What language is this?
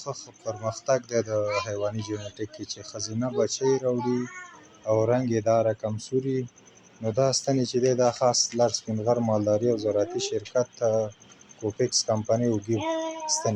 Pashto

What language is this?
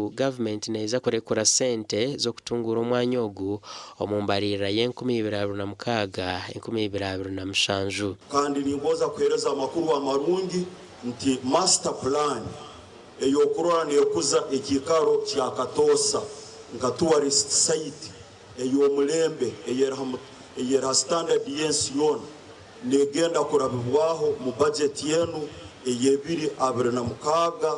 Nyankole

